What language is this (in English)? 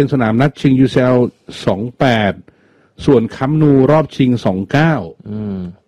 Thai